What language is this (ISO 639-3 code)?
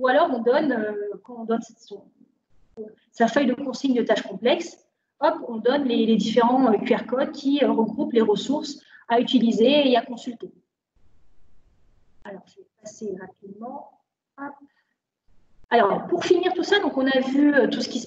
fra